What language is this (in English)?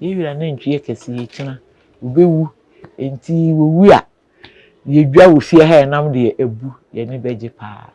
Akan